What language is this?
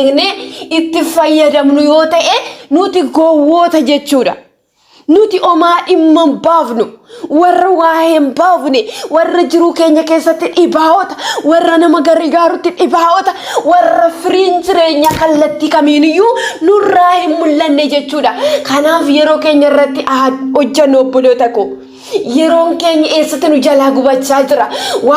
Oromo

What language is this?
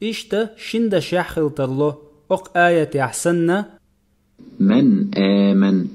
Chechen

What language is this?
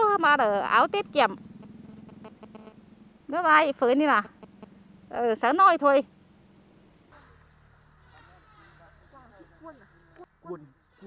Vietnamese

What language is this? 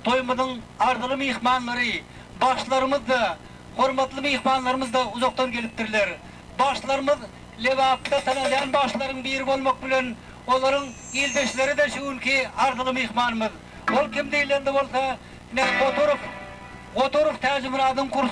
Turkmen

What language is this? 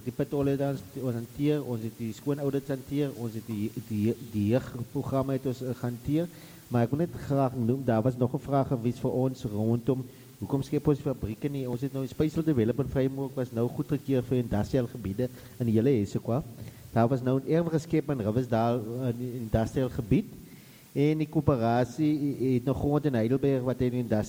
Afrikaans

